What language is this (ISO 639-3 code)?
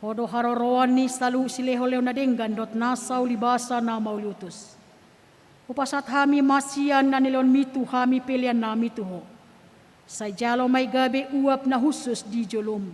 bbc